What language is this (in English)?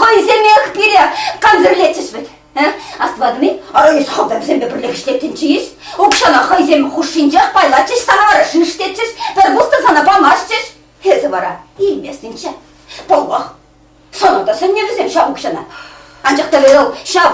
Chuvash